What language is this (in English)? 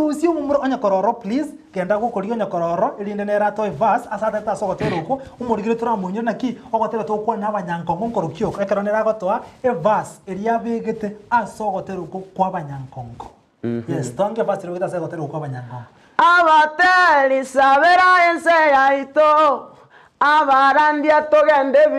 Gusii